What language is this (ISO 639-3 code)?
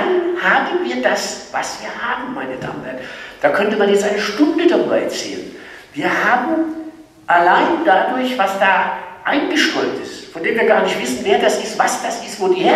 deu